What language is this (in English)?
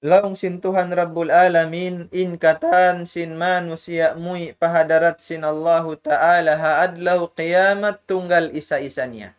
Tausug